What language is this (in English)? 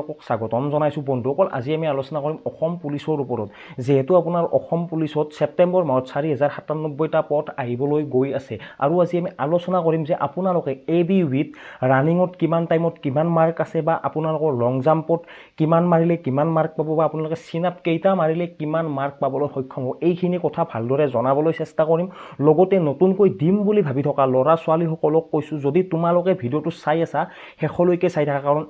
Assamese